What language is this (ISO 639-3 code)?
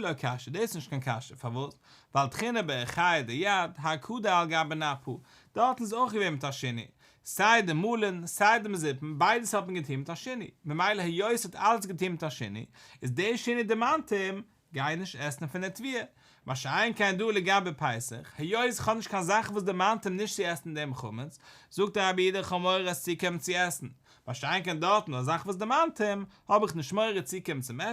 yid